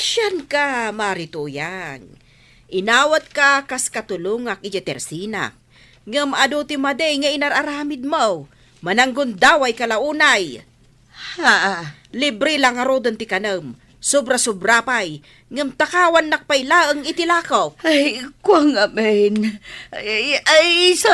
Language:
Iloko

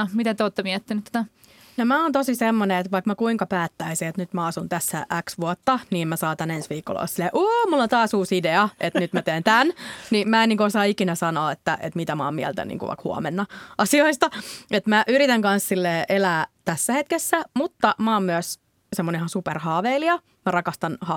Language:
Finnish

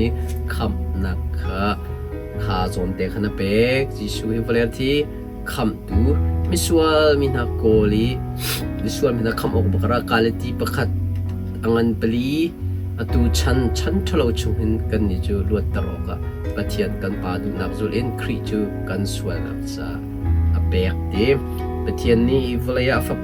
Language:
Hakha Chin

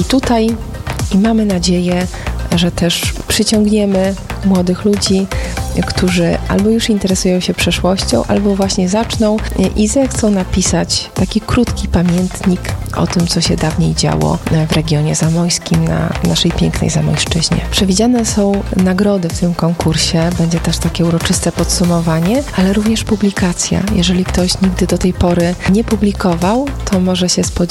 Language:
Polish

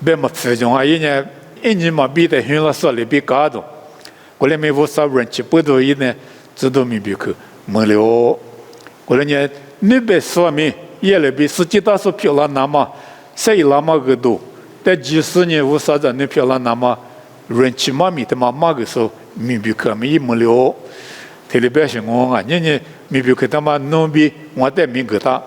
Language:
Lisu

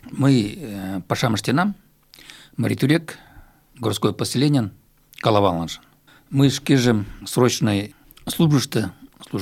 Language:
Mari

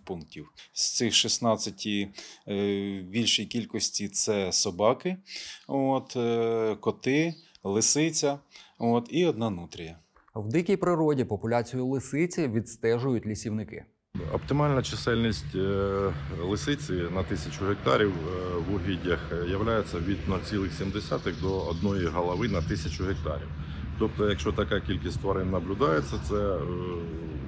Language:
Ukrainian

